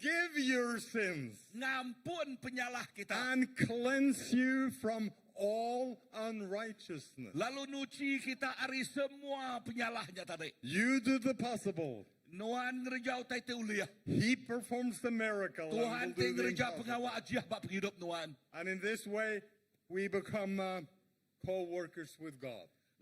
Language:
Iban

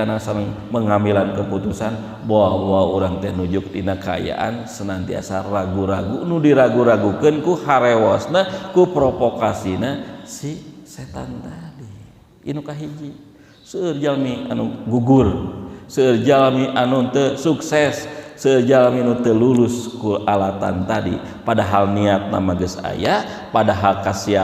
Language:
Sundanese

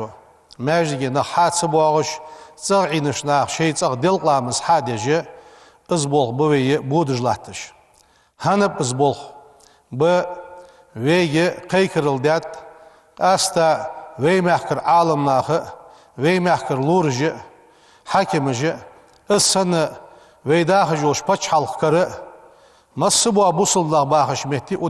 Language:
Ingush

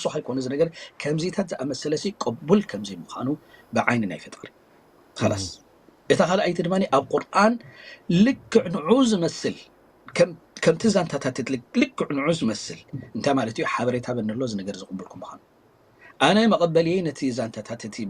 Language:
Tigrinya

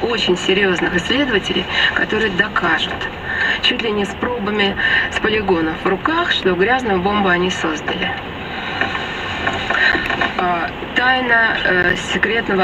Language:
Russian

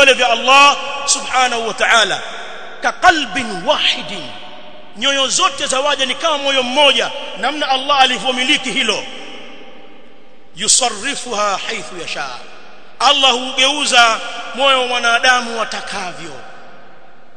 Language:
Swahili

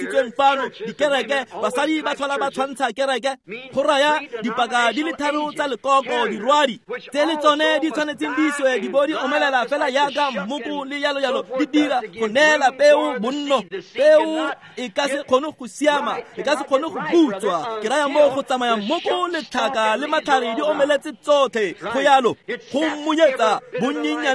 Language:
Tswana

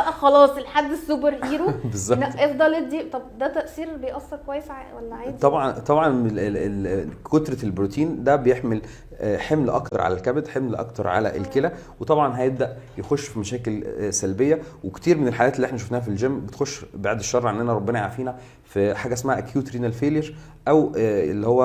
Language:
Egyptian Arabic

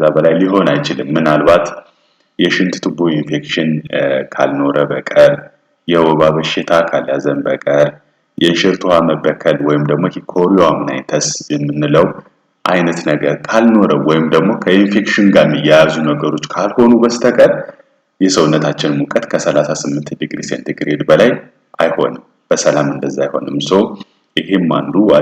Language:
Amharic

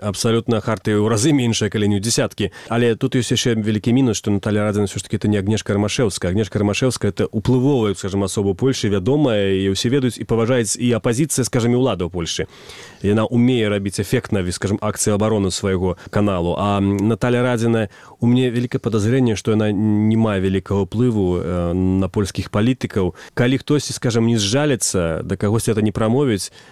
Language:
Belarusian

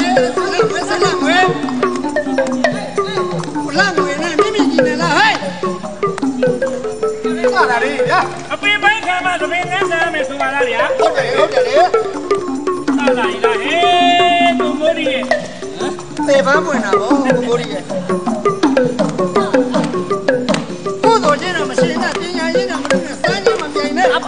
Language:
Burmese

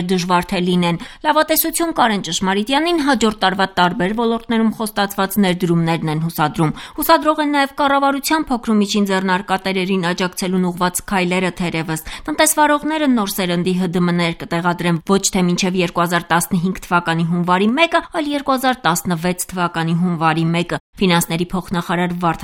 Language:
Armenian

